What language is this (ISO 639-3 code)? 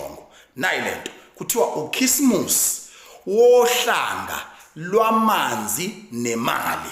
zul